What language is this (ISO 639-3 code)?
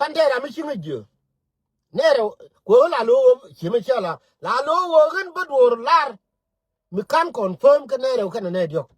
nus